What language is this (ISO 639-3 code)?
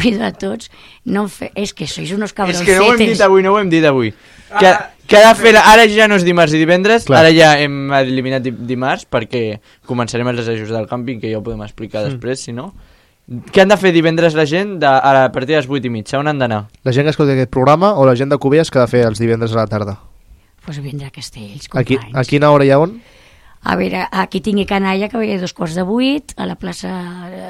cat